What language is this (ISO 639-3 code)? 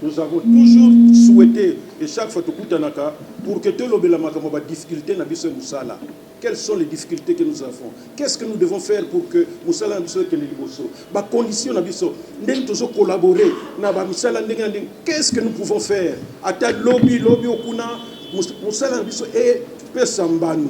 lin